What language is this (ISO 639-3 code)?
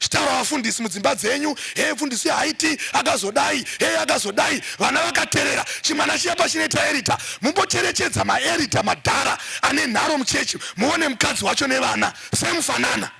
sna